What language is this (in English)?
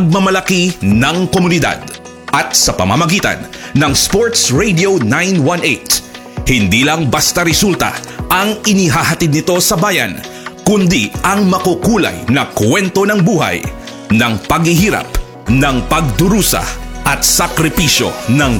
Filipino